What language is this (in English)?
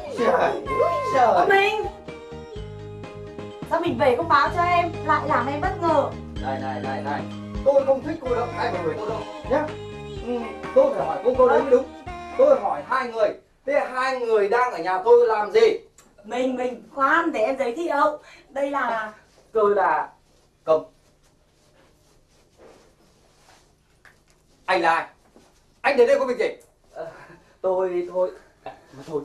Vietnamese